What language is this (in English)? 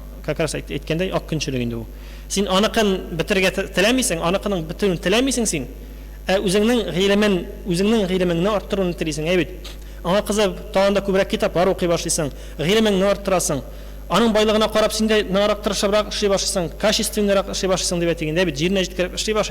Tatar